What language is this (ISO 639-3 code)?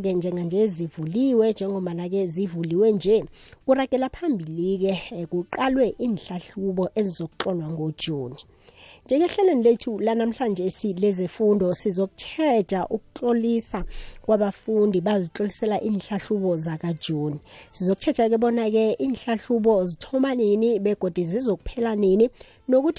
nbl